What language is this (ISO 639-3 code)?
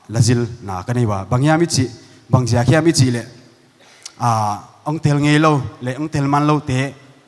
pck